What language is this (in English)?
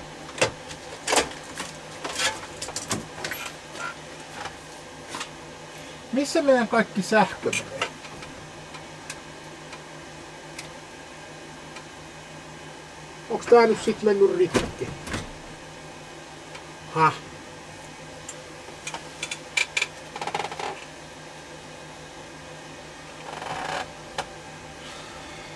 Finnish